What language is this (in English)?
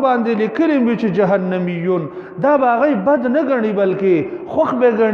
Pashto